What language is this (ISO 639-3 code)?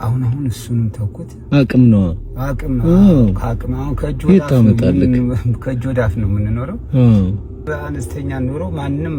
amh